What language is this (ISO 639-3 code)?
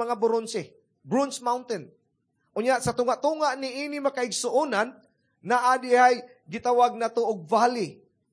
ceb